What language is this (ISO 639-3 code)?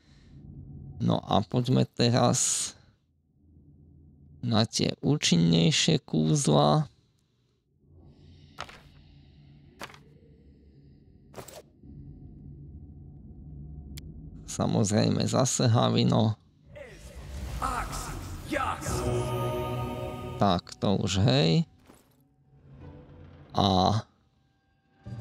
slk